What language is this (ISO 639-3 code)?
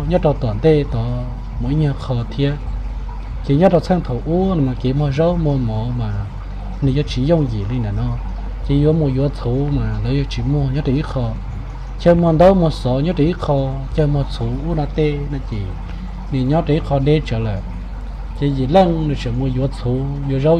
hmn